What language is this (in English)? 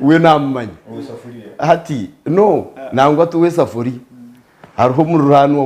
Nyankole